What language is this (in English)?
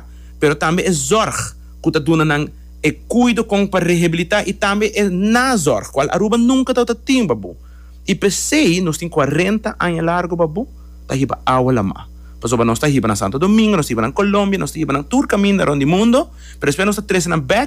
Papiamento